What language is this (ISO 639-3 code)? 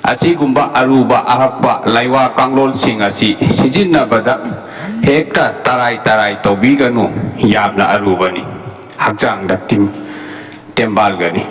mni